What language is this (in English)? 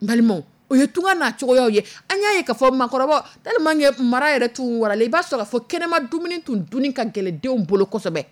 Dyula